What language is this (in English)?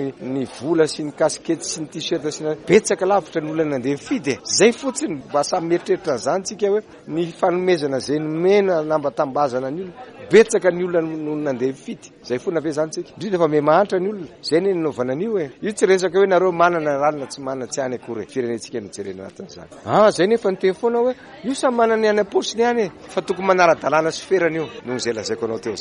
Malagasy